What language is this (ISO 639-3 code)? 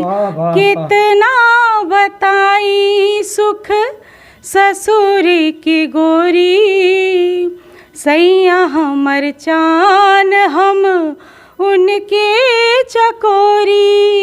bho